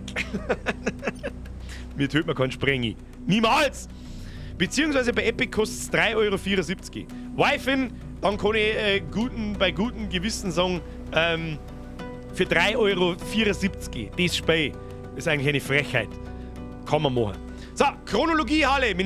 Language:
Bavarian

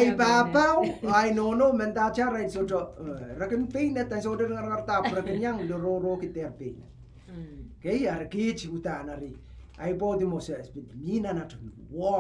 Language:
Pohnpeian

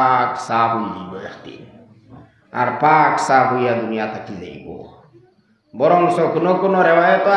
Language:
Sylheti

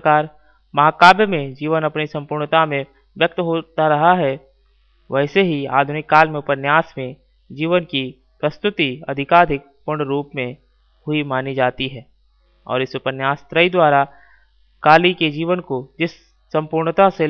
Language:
Hindi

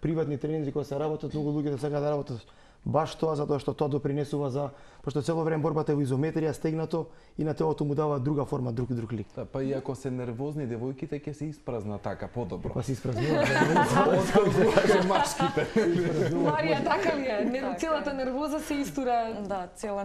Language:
Macedonian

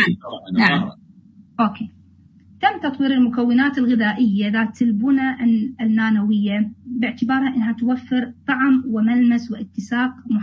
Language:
Arabic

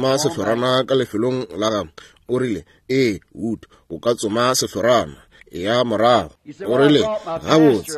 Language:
Northern Sotho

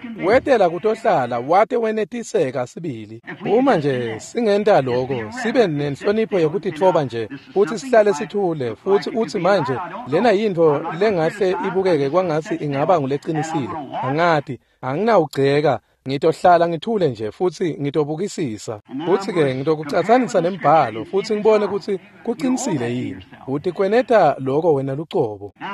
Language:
Swati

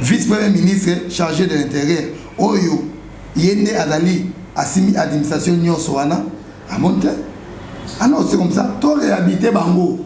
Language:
Lingala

